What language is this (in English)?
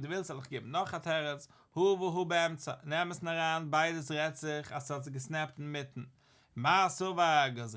Yiddish